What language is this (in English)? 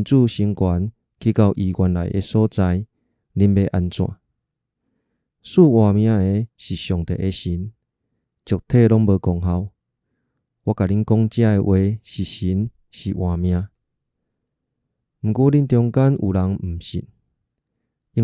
Min Nan Chinese